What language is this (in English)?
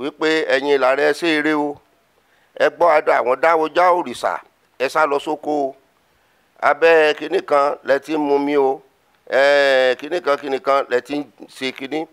Yoruba